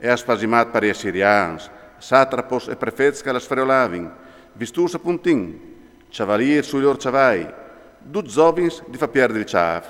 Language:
Friulian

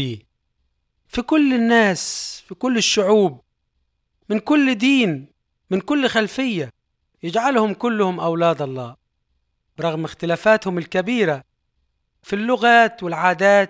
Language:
Egyptian Arabic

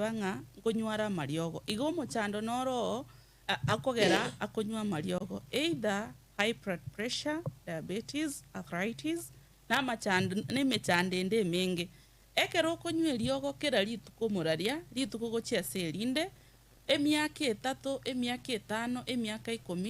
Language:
Gusii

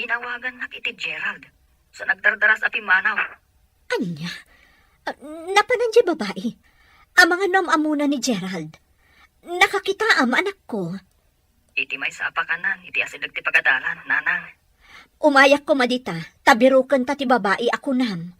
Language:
Iloko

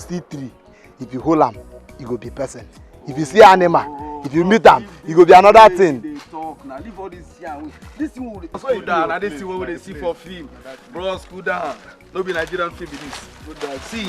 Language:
Nigerian Pidgin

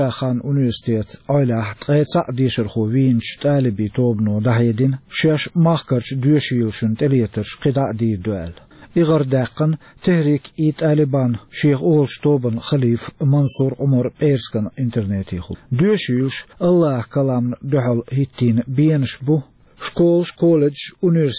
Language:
Chechen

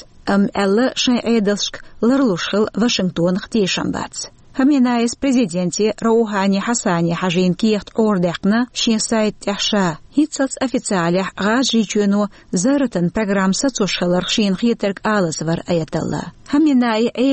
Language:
Chechen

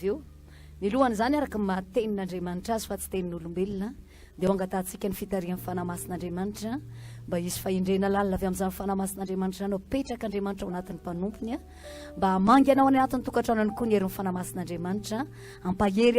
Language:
Malagasy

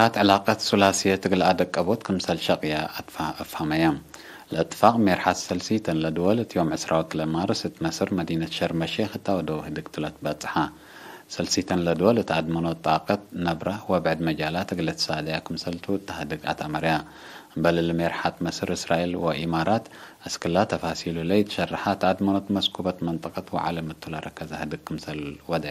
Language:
Tigre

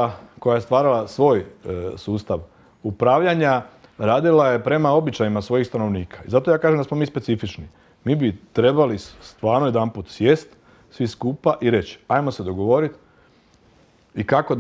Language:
Croatian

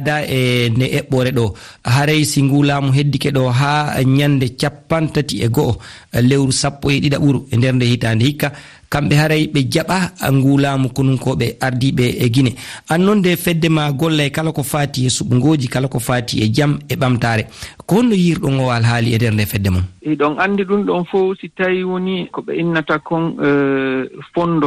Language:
Fula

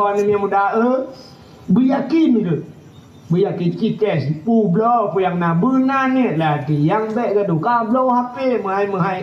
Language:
Achinese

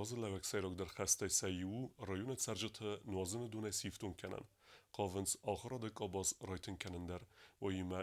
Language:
Ossetic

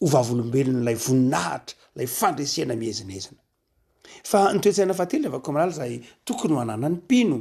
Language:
Malagasy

